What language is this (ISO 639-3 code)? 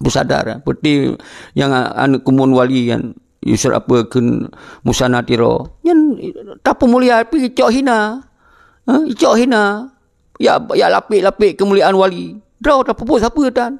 ace